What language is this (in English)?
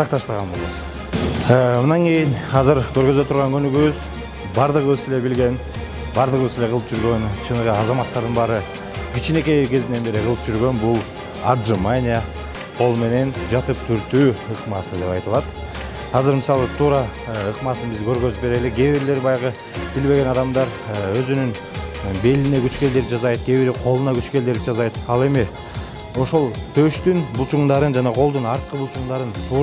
Kyrgyz